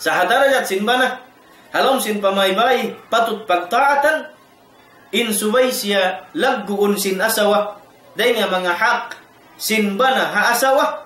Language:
Tausug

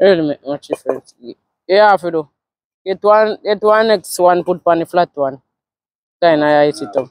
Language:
Jamaican Creole English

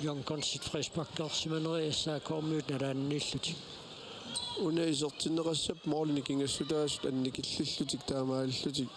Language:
Kalaallisut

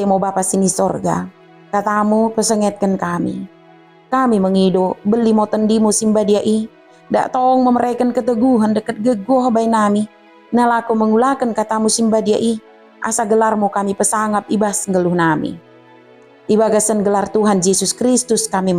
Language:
Batak Dairi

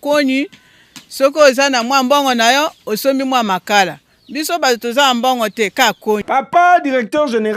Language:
Lingala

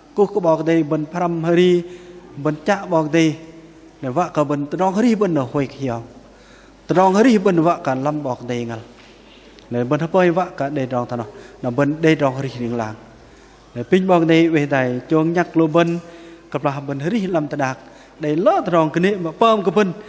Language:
Bahnar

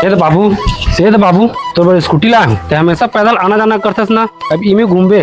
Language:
Chhattisgarhi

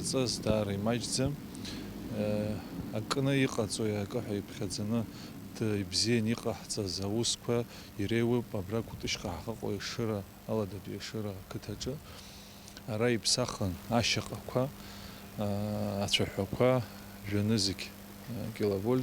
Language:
Abkhazian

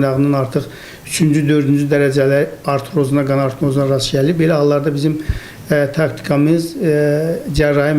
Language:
Azerbaijani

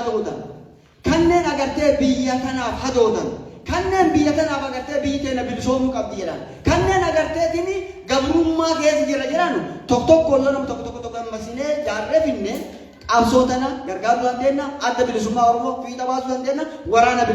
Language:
Oromo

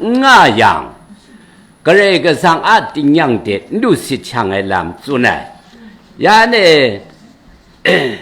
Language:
Kachin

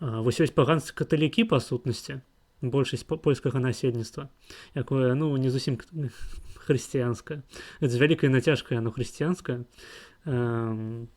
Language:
Belarusian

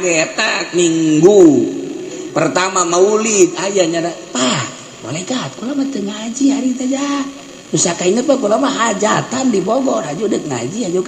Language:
Sundanese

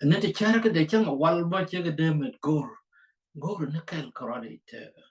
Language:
Nuer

